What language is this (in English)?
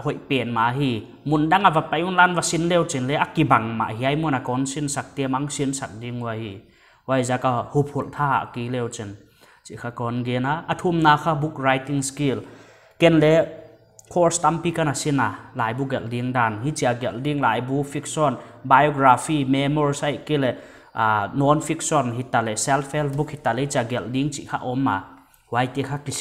Paite Chin